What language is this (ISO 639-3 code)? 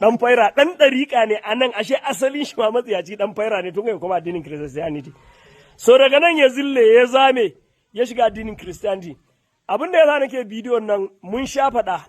hau